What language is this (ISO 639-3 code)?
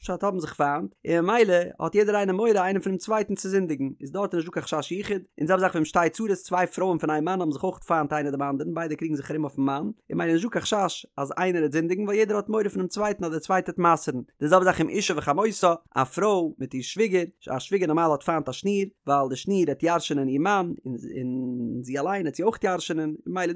yid